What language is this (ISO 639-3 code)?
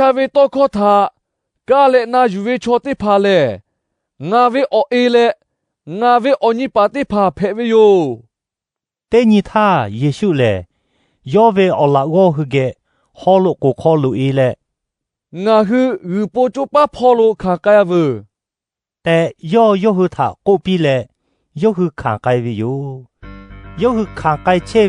lhu